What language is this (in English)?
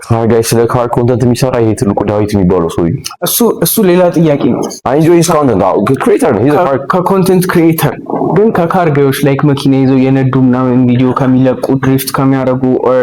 Amharic